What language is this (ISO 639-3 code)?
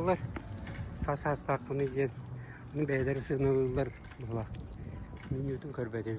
sah